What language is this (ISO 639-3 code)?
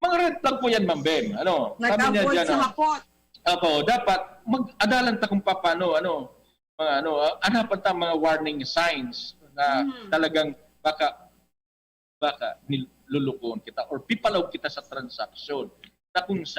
bik